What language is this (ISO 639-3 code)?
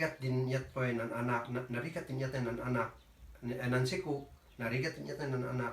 kne